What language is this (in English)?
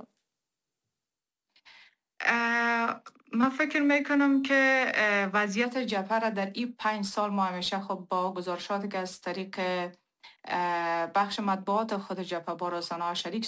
Persian